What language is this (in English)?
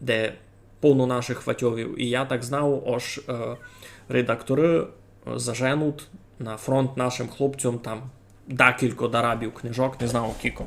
Rusyn